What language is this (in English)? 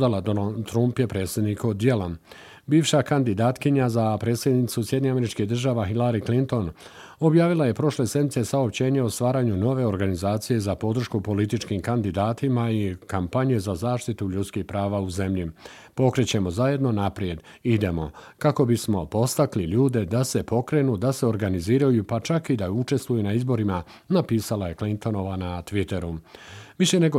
Bosnian